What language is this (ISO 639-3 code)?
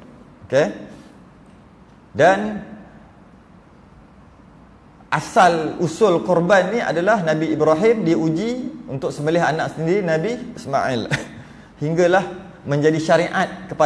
msa